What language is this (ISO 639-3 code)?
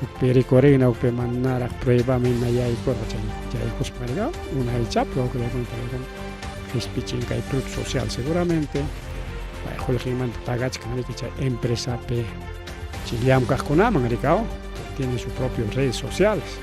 quy